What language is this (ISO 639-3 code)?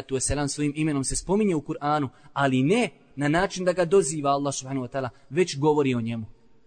bos